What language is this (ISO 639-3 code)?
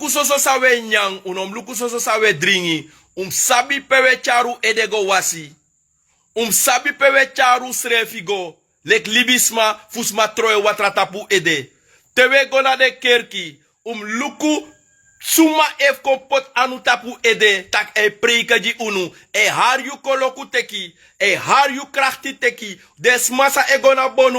srn